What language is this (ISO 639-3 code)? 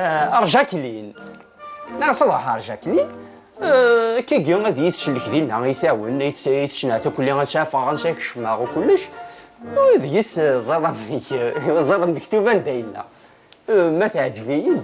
kab